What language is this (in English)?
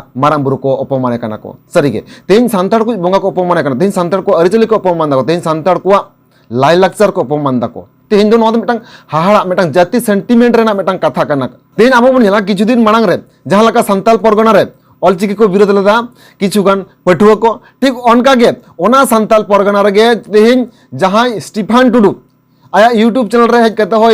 Santali